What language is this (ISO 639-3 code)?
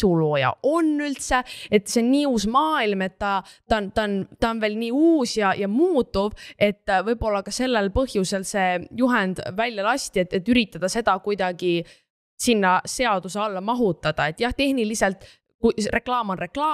est